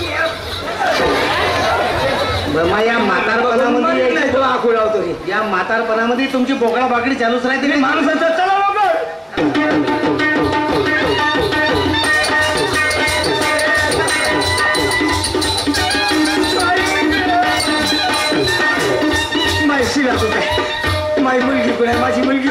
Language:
Marathi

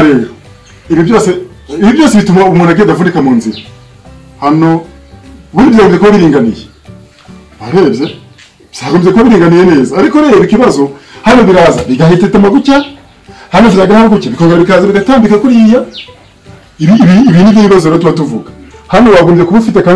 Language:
Kinyarwanda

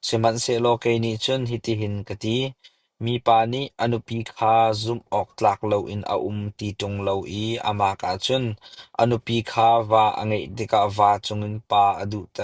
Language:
Hakha Chin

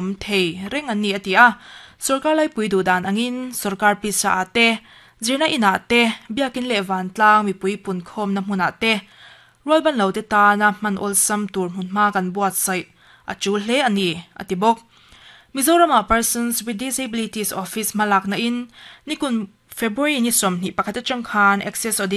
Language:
Mizo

